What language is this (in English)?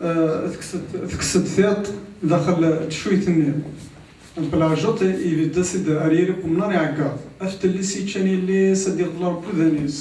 Kabyle